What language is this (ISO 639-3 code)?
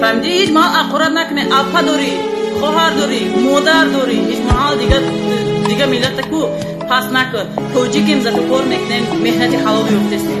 tgk